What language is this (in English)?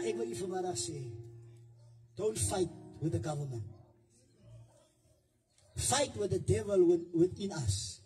Afrikaans